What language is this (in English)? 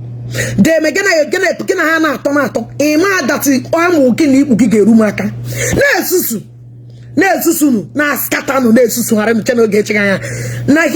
Igbo